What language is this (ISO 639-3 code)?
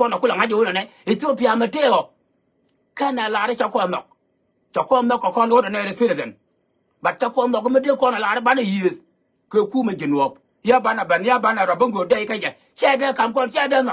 nus